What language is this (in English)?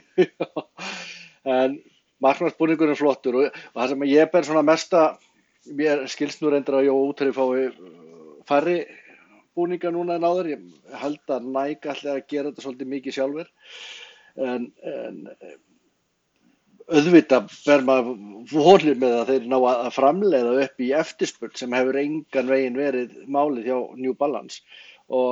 Icelandic